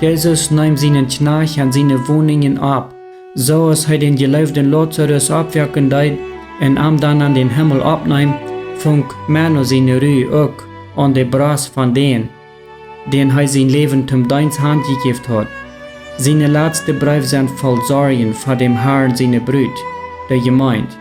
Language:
Plautdietsch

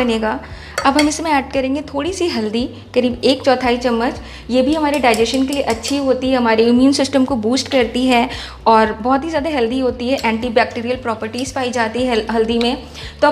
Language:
Hindi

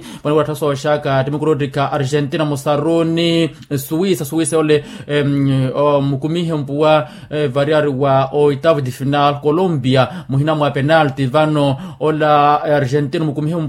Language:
Makhuwa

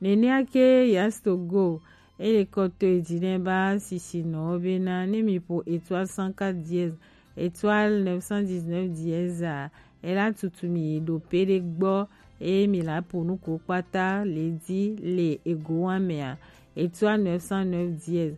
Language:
Gen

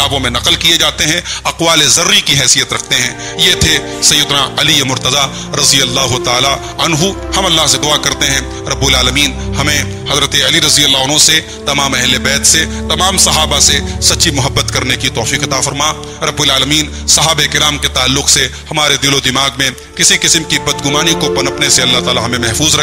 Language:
Urdu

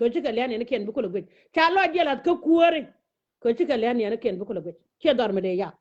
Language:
Nuer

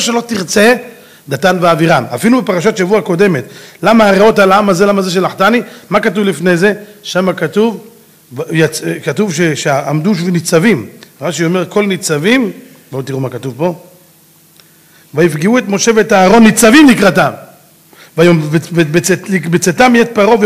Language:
Hebrew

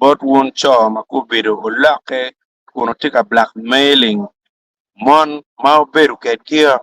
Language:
Acoli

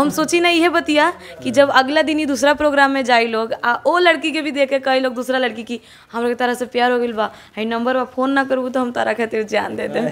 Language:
Bhojpuri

